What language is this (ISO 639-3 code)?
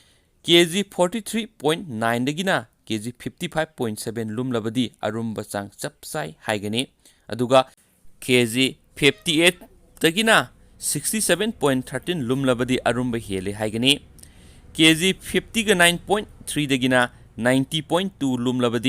mni